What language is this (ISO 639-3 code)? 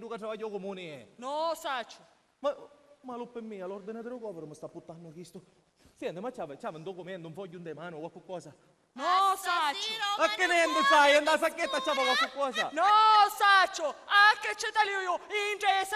scn